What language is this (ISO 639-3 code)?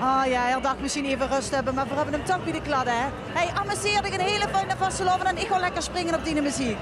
lim